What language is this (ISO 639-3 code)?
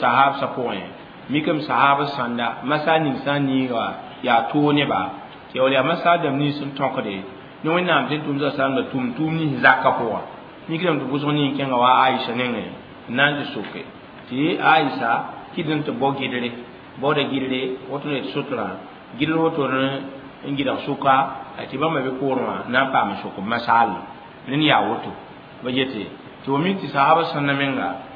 mos